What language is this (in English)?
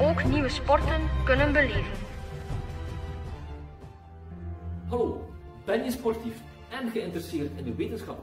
Dutch